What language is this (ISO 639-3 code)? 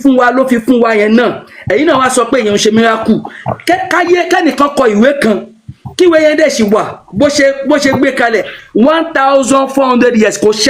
yor